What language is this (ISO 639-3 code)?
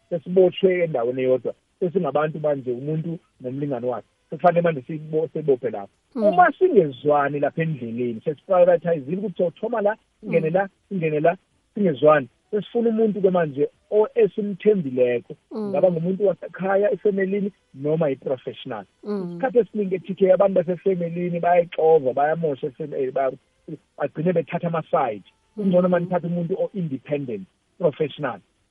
nbl